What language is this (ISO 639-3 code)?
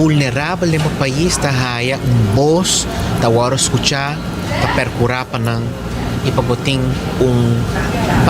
pap